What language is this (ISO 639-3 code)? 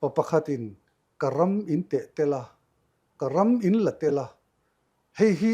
lus